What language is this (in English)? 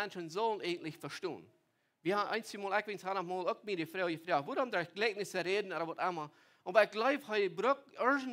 Plautdietsch